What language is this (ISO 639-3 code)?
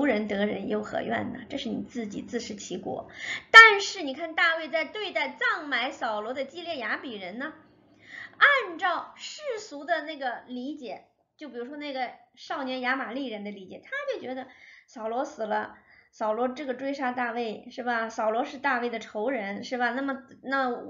zho